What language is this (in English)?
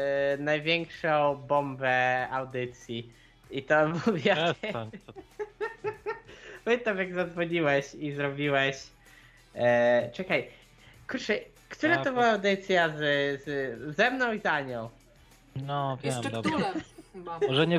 Polish